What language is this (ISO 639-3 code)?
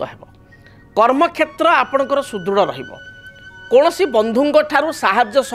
ori